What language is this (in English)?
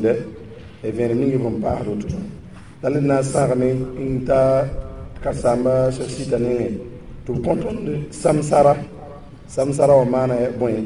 Mossi